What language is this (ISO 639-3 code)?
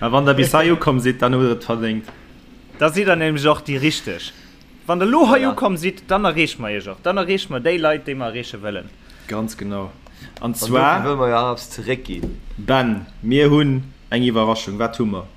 ltz